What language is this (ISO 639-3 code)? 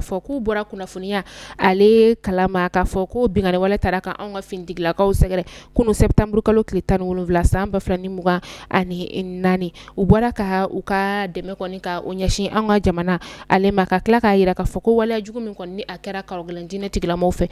bam